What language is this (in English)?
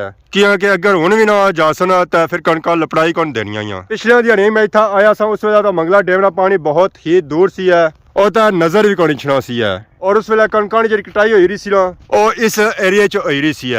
Pahari-Potwari